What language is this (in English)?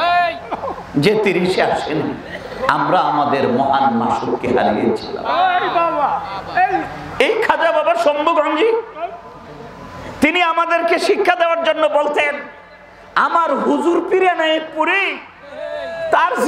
Bangla